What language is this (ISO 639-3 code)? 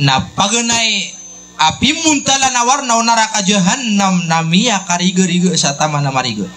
mrw